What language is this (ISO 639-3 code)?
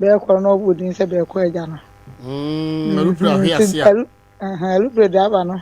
aka